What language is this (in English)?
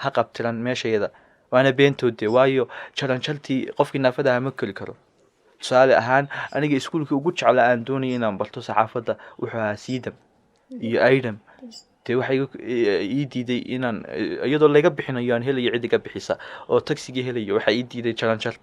Somali